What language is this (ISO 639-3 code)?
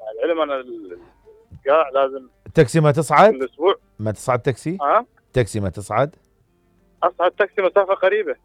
acm